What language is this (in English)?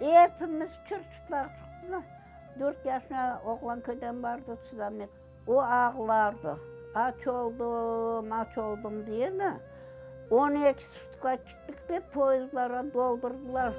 Crimean Tatar